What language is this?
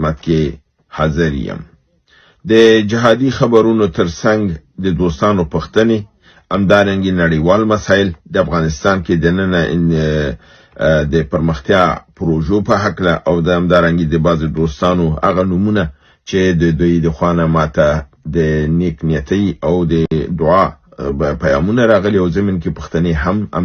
Pashto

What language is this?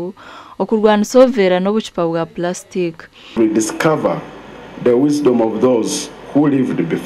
Nyankole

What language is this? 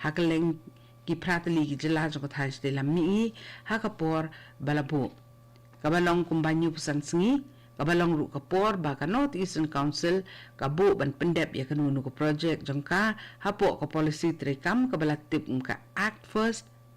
Khasi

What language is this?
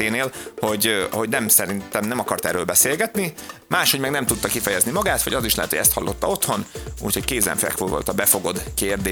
Hungarian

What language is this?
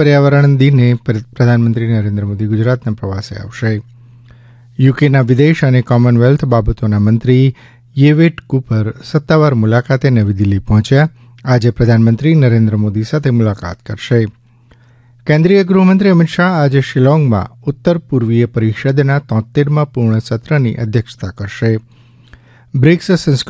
Gujarati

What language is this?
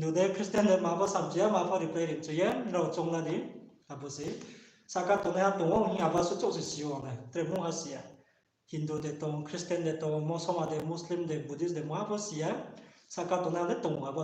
Riang (India)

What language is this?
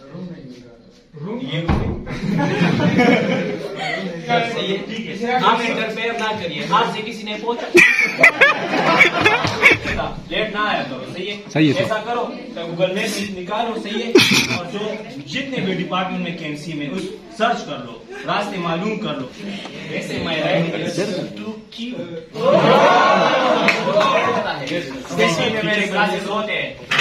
Hindi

